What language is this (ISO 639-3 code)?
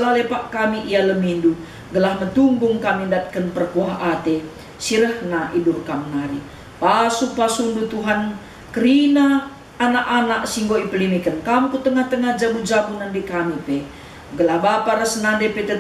btx